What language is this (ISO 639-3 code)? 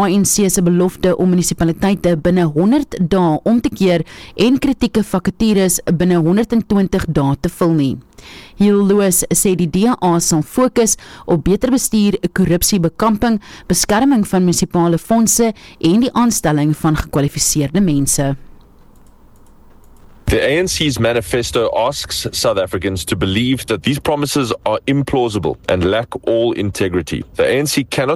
afr